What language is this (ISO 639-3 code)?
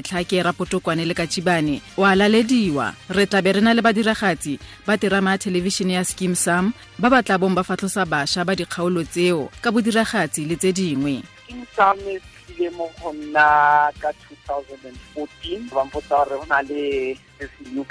tsn